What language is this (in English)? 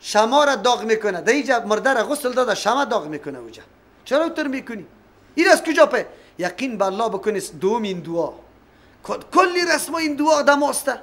Persian